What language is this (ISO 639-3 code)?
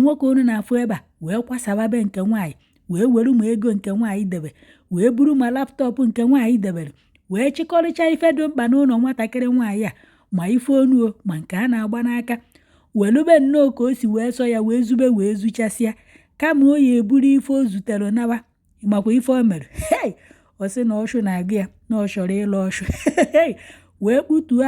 ibo